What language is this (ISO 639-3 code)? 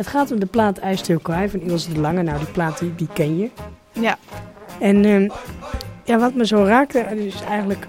nld